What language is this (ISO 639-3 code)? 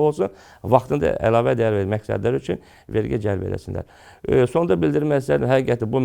aze